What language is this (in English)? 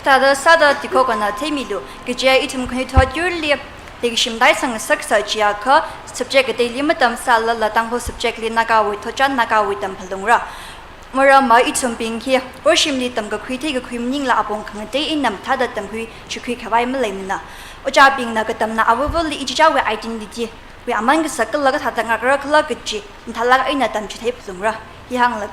Tangkhul Naga (India)